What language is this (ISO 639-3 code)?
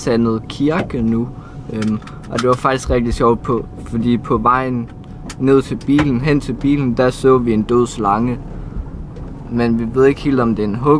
dan